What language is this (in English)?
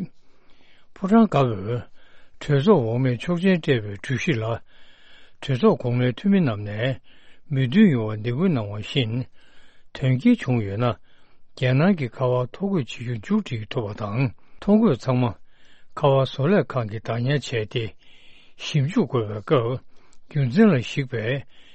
Tibetan